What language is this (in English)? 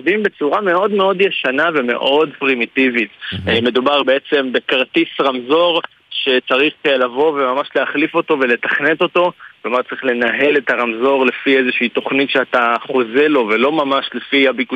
Hebrew